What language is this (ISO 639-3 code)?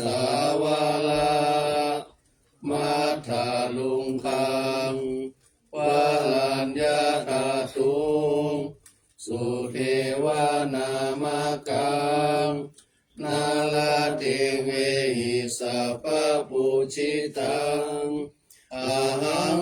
pli